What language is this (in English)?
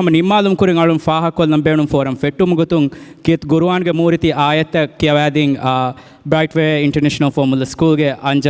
Divehi